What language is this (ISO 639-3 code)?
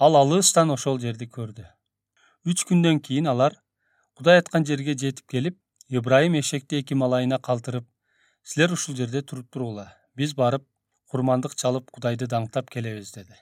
kir